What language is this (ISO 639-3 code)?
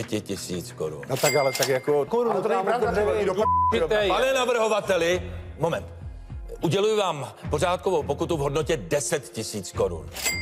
ces